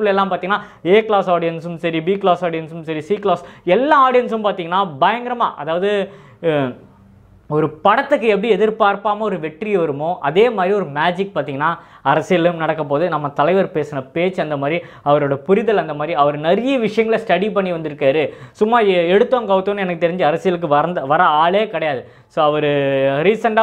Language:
Tamil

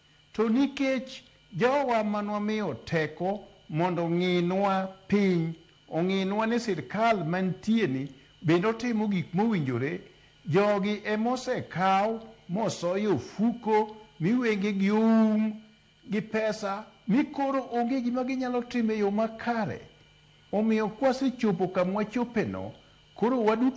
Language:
Luo (Kenya and Tanzania)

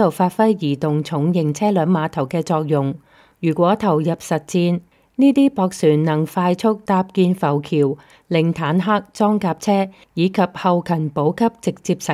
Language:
Cantonese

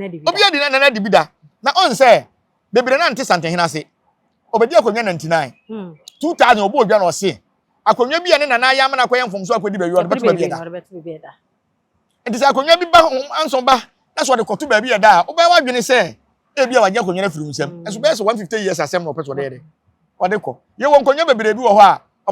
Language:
Akan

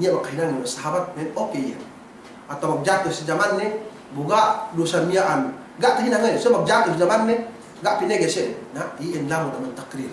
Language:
Yakan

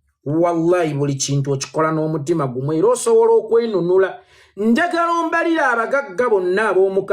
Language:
Ganda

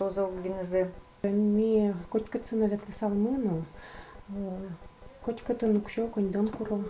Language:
Udmurt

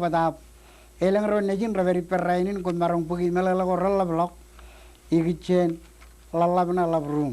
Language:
Marshallese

